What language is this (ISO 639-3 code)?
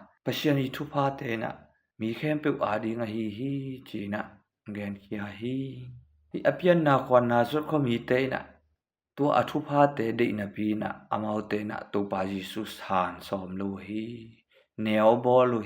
ctd